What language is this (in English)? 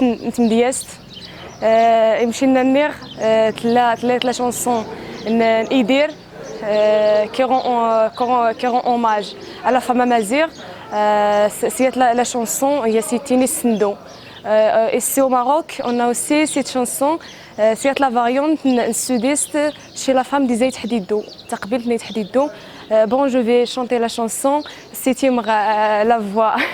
Kabyle